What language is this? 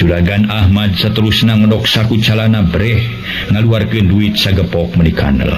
Sundanese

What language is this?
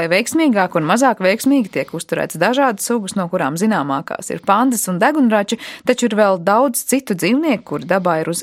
Latvian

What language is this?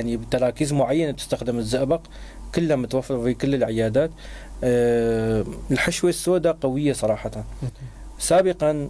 North Levantine Arabic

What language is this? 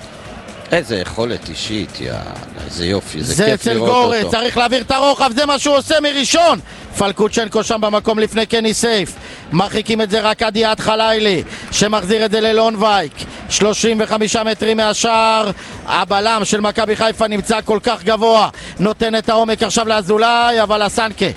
Hebrew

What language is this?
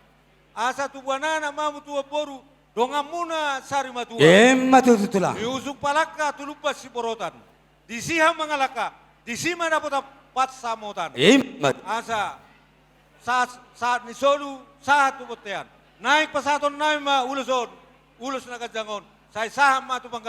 Batak Toba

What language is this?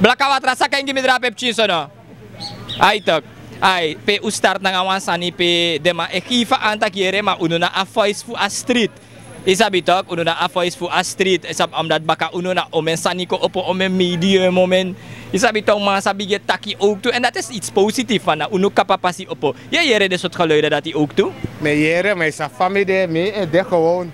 Sranan Tongo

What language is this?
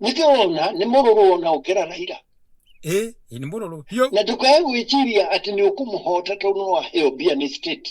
Kikuyu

